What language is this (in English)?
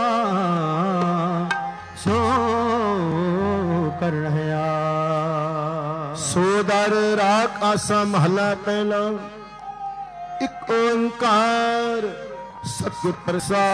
Punjabi